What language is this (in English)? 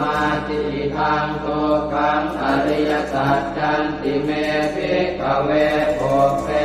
Pali